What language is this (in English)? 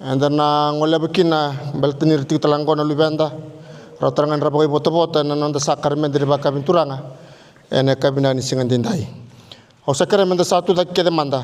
Fijian